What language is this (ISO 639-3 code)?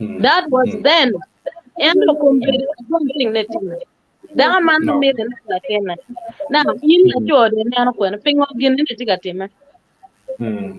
ach